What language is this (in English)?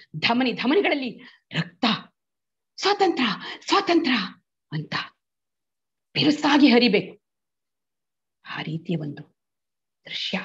Kannada